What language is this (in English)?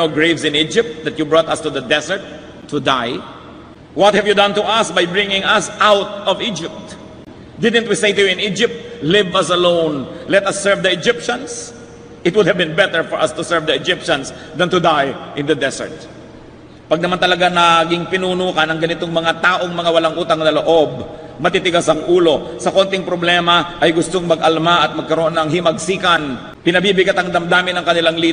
Filipino